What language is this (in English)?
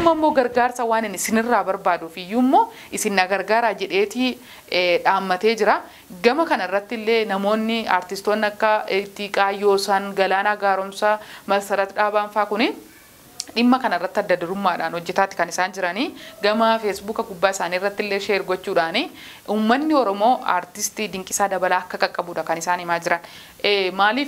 Oromo